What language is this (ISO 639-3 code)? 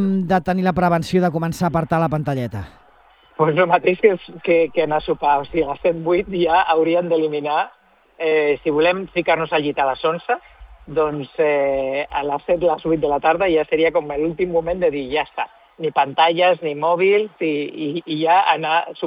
cat